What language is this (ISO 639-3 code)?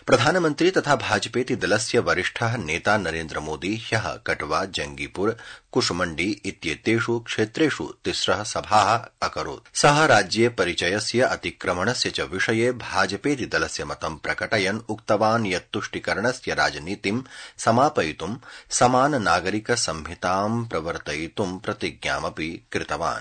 san